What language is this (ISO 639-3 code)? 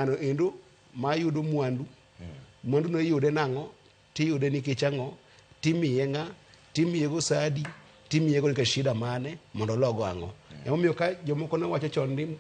luo